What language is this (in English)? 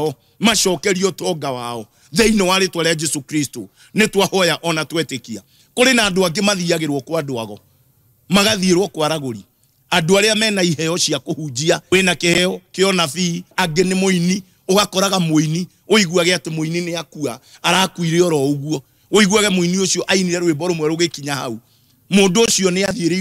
Kikuyu